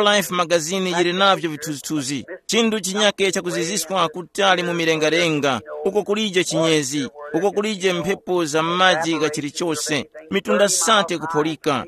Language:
Tumbuka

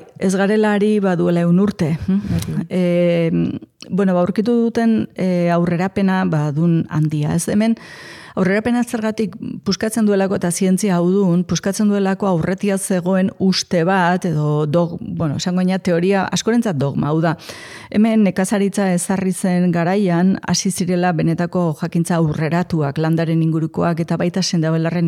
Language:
Basque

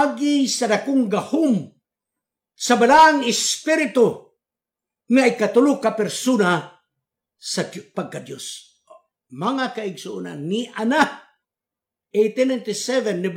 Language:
Cebuano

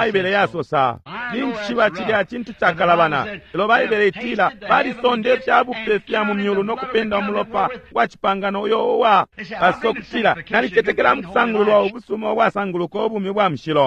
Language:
Bemba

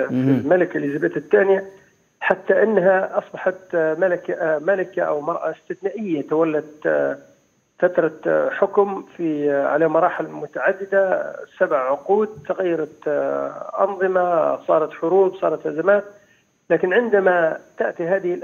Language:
Arabic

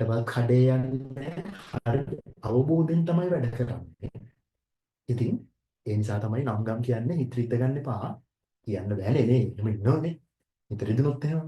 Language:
Sinhala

